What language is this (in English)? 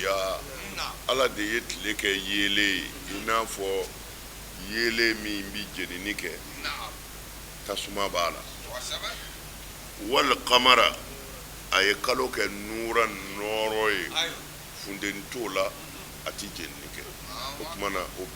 Bambara